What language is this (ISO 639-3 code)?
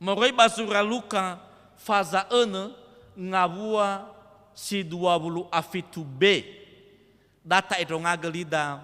nia